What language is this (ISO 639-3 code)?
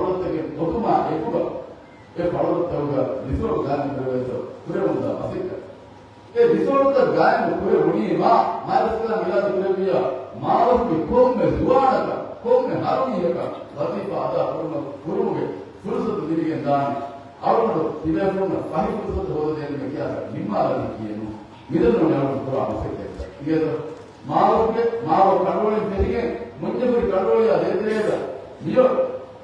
div